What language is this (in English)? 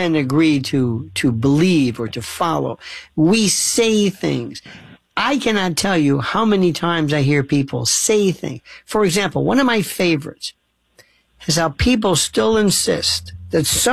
English